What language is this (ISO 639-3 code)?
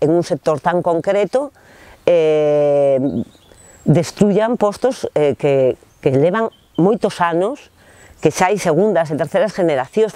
glg